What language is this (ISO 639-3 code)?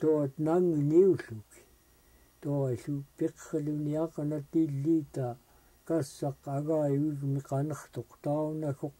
esu